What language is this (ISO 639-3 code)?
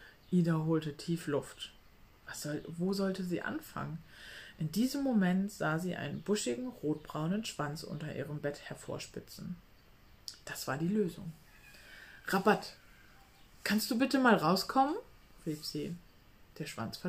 deu